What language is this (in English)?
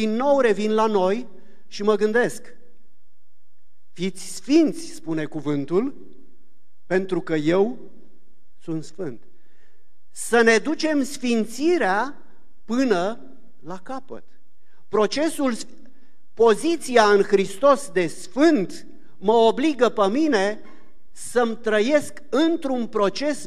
Romanian